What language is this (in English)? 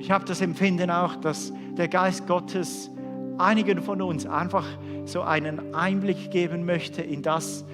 Swiss German